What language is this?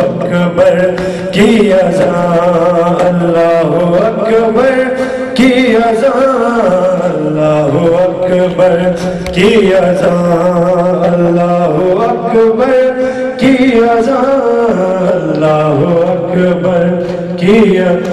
Urdu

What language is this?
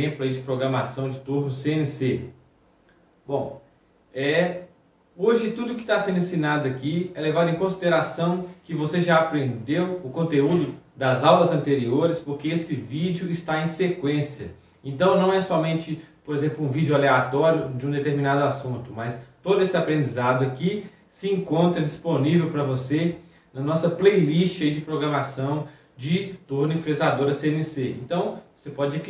Portuguese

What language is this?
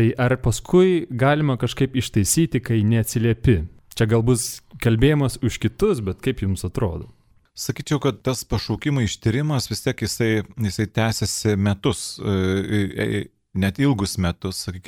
Lithuanian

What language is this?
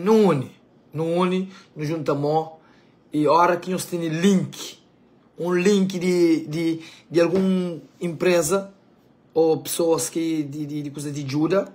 Kabuverdianu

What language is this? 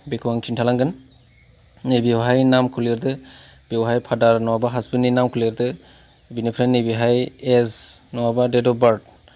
Bodo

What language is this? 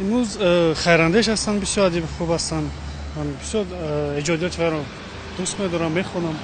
Tajik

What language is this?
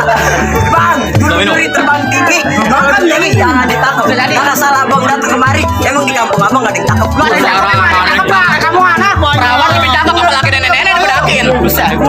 Betawi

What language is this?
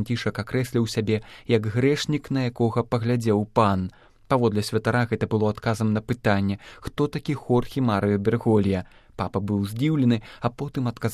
Belarusian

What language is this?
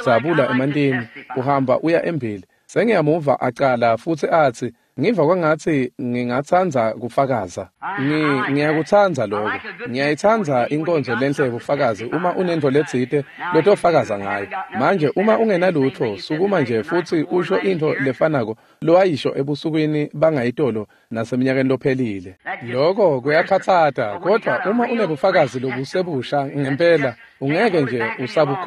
Swati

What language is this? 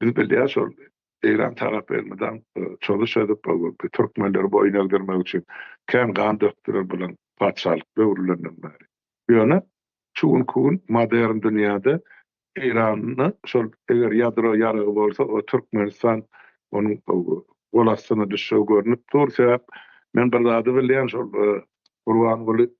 Turkmen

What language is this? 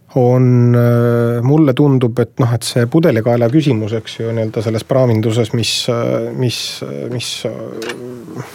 Estonian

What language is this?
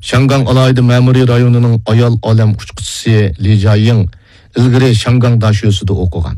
Uyghur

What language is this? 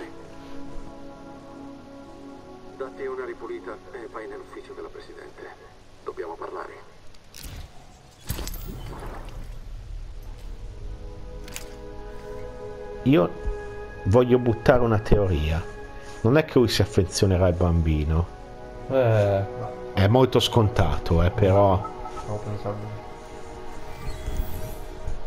Italian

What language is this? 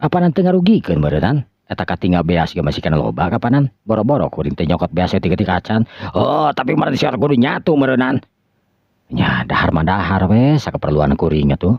Sundanese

